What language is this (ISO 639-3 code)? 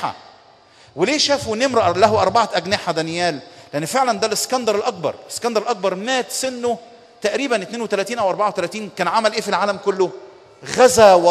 arz